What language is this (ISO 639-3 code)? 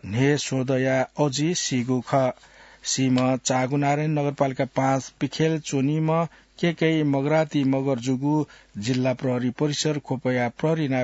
new